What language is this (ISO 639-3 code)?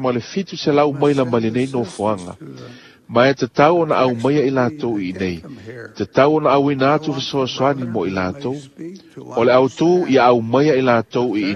smo